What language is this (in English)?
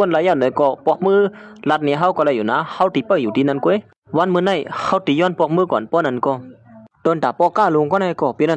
Shan